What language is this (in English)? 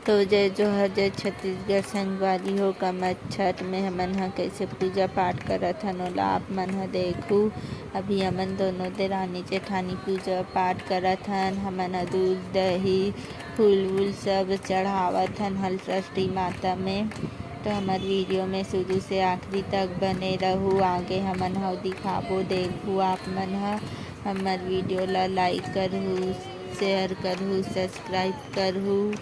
Chhattisgarhi